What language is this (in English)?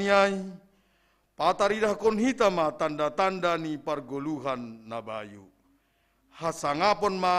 Batak Simalungun